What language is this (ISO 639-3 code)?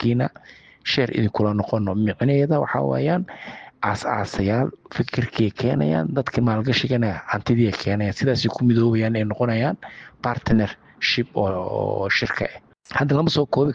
som